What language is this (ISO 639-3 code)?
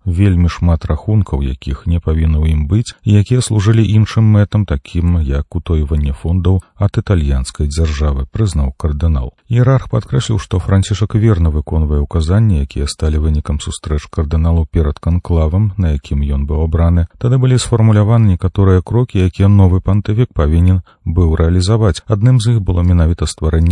bel